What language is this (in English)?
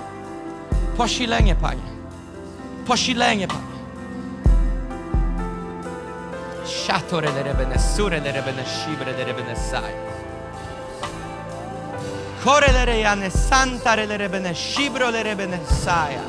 Polish